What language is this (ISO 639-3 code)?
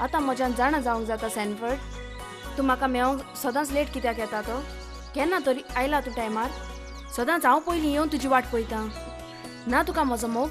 kok